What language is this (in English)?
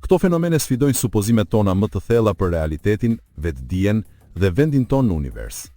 Albanian